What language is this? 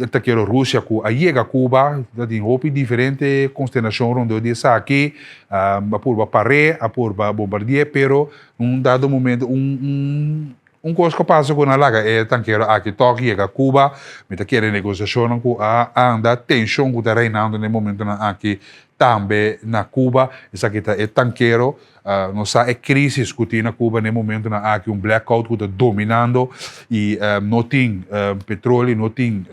Papiamento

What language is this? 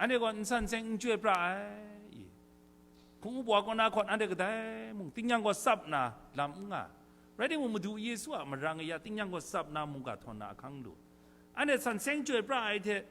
Kachin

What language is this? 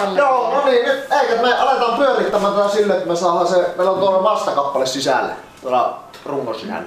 Finnish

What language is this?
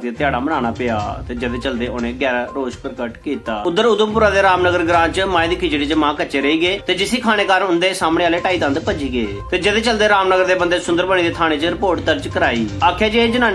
Dogri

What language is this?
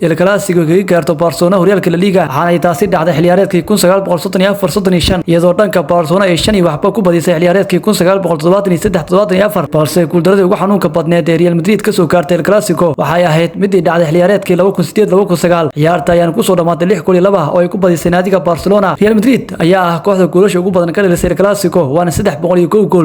Somali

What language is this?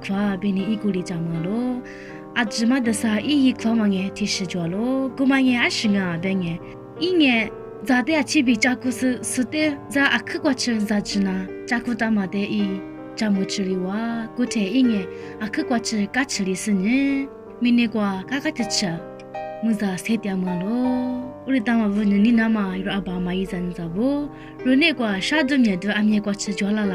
Lisu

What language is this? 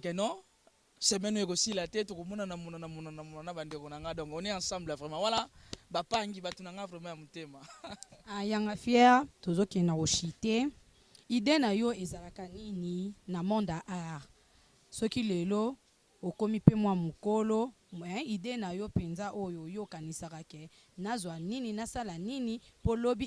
Lingala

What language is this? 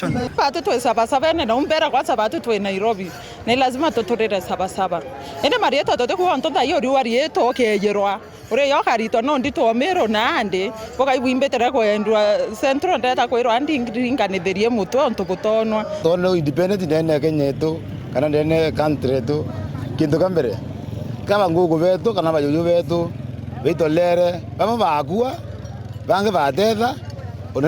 Meru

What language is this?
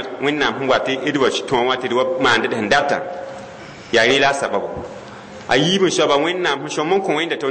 Mossi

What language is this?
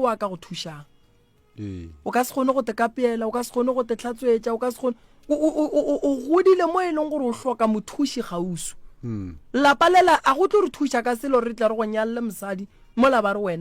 Northern Sotho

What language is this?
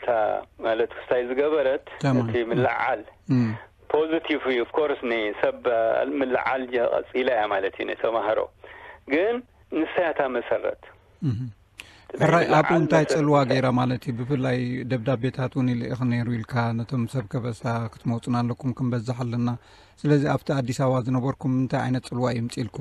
Tigrinya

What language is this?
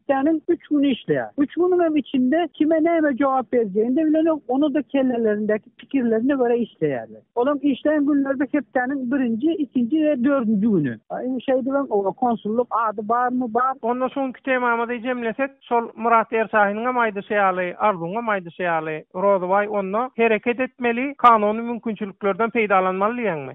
Turkmen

